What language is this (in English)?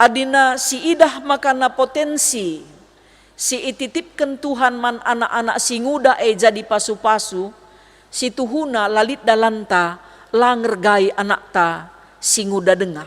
Batak Karo